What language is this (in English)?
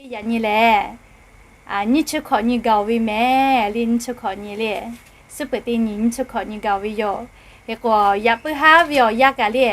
Lahu